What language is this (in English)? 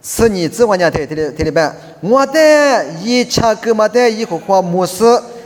Lisu